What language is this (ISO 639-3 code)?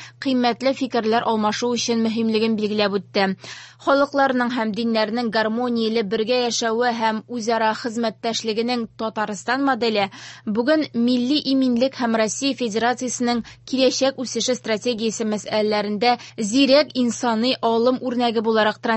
tat